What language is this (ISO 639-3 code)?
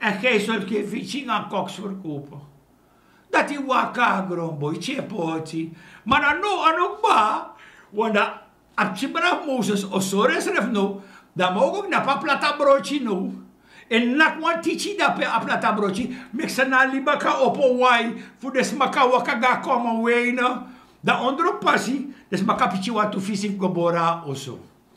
srn